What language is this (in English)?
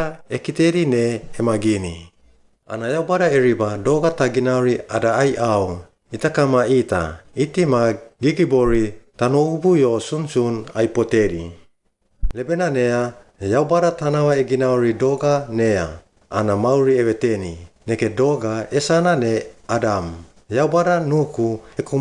Suau